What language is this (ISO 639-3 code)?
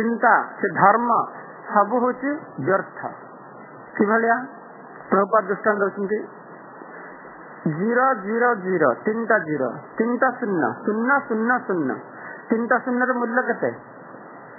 ori